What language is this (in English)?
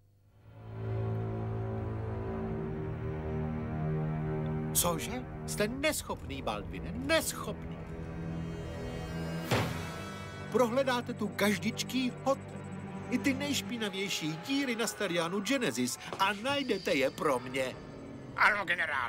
Czech